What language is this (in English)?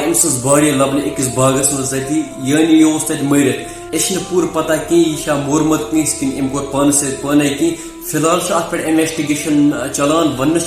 Kashmiri